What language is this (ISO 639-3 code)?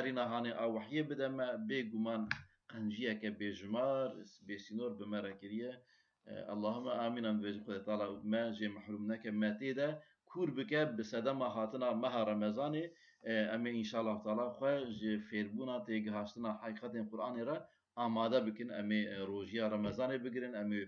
kur